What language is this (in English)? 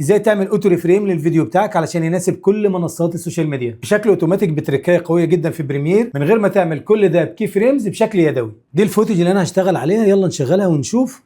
Egyptian Arabic